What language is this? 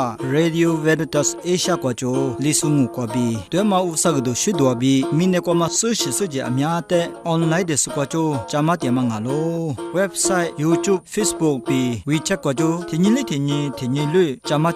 Lisu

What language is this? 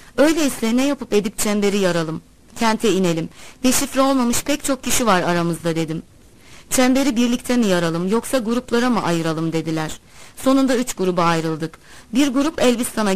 Turkish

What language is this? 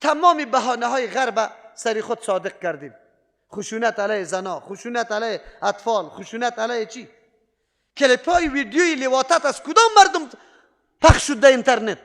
Persian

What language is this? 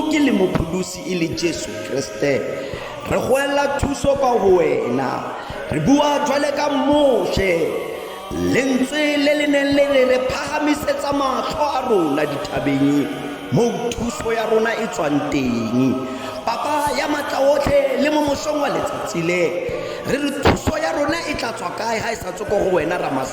Tswana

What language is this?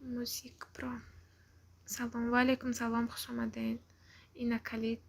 Tajik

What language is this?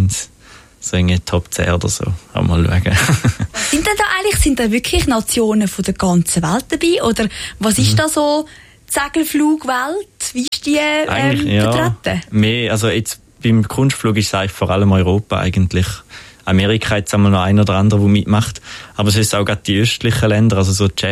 Swiss German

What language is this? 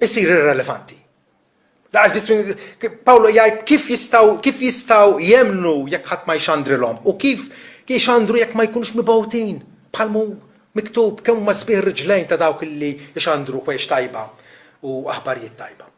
Maltese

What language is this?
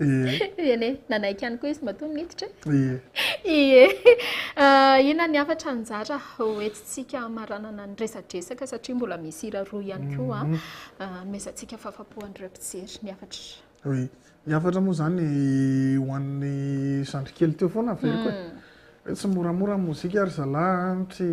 Malagasy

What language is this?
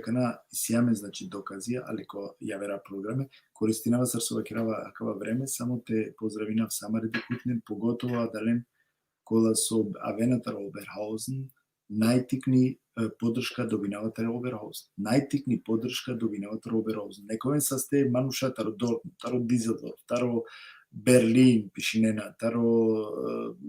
Balkan Romani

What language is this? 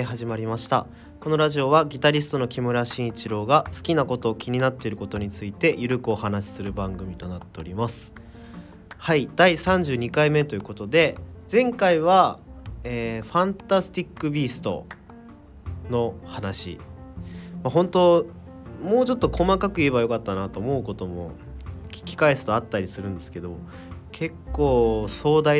Japanese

